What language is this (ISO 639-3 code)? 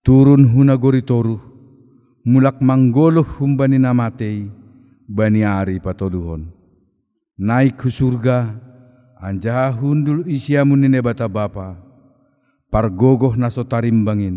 bts